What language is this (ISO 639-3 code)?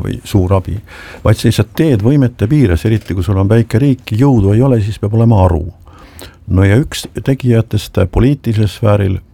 est